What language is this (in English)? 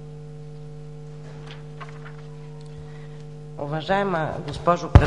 Bulgarian